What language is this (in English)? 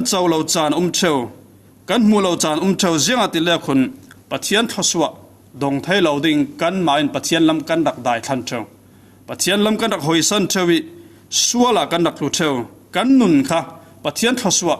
Falam Chin